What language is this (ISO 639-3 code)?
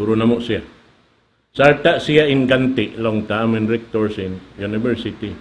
tsg